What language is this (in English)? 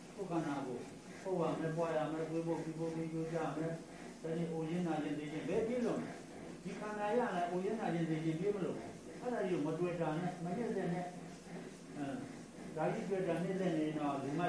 Burmese